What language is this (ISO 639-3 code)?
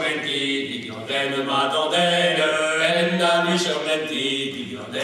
bre